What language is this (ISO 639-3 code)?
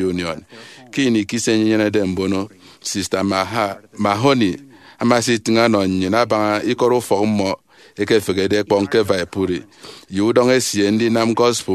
efi